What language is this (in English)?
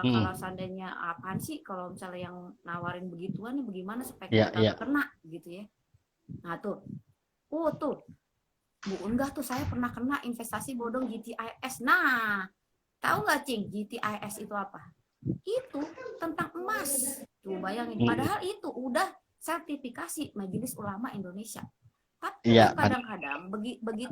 Betawi